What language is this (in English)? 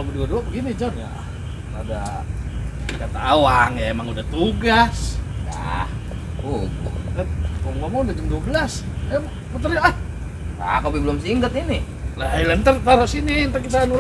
Betawi